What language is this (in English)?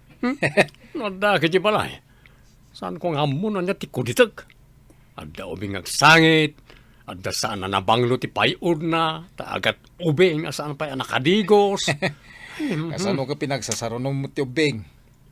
Iloko